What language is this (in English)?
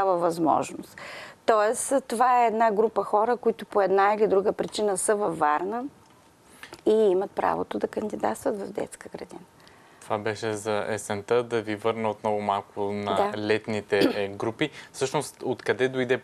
Bulgarian